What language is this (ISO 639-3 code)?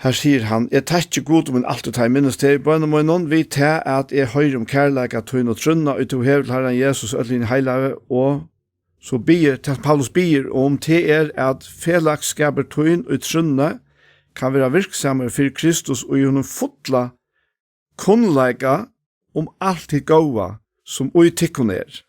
fao